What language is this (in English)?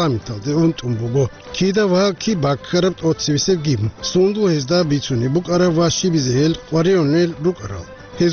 Avaric